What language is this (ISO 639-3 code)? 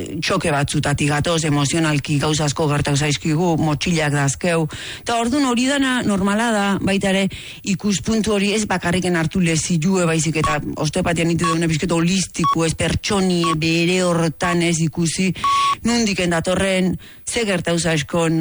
eus